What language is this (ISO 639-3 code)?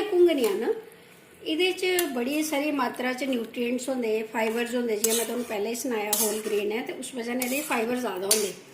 doi